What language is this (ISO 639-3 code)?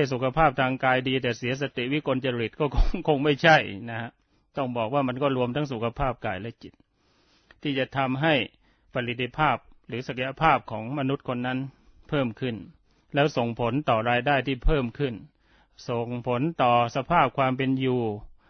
tha